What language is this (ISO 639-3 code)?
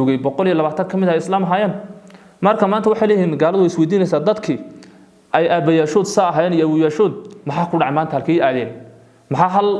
som